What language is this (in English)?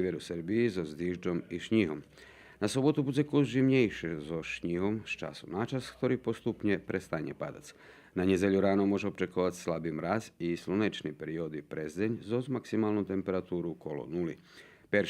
Rusyn